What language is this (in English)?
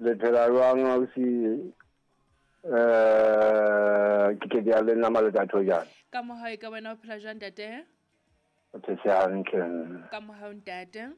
Southern Sotho